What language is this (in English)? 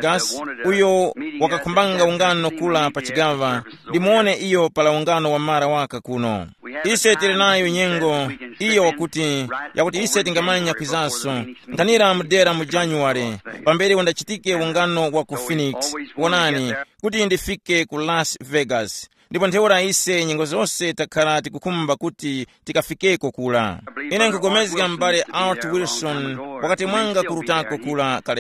Tumbuka